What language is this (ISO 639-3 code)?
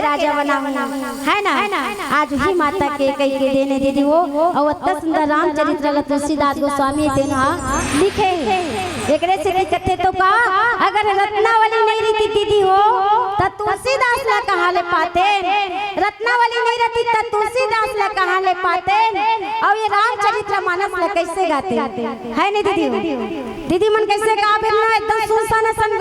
hne